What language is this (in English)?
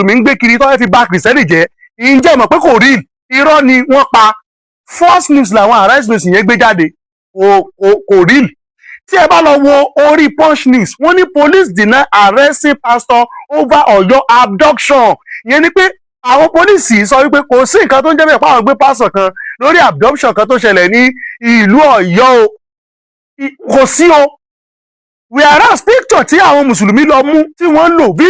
Yoruba